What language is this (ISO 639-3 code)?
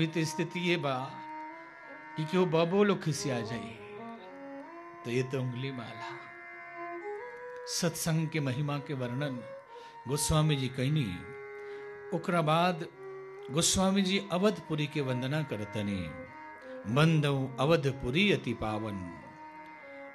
bho